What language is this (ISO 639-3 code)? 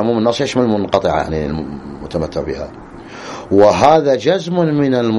ara